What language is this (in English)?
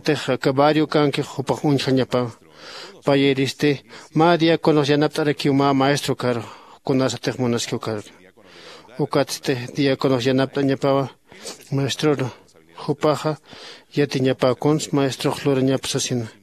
Aymara